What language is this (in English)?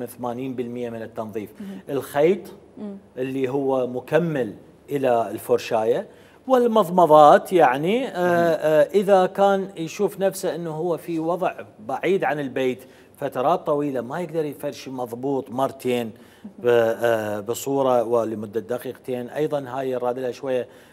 Mesopotamian Arabic